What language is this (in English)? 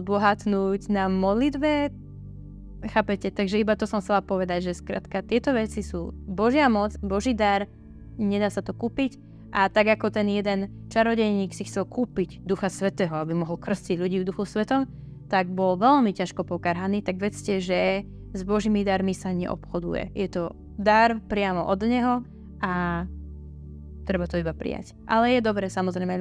Slovak